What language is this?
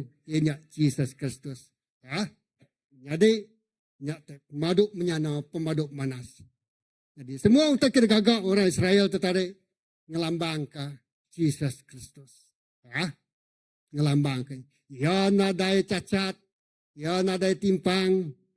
Iban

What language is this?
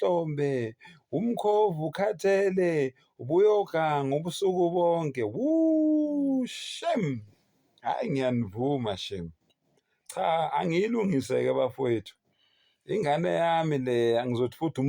Zulu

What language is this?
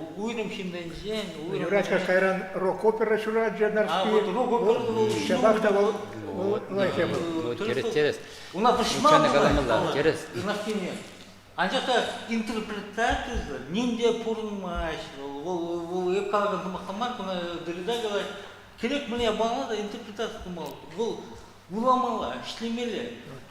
Chuvash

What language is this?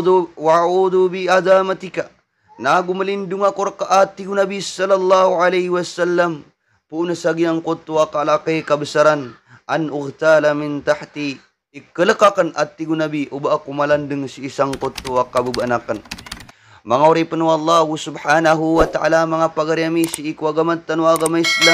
Maranao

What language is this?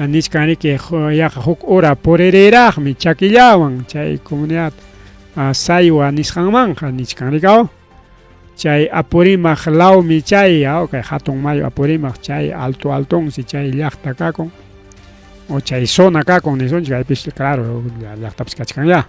Ayacucho Quechua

